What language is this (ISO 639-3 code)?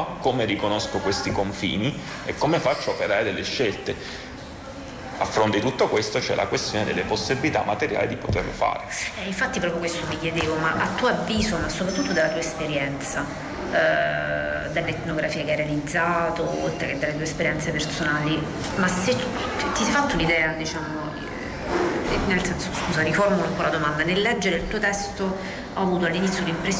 ita